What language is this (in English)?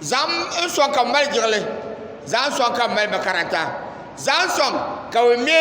Dagbani